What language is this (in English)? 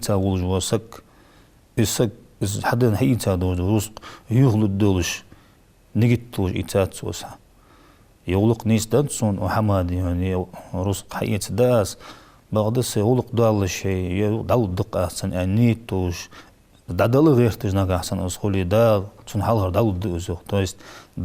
Ingush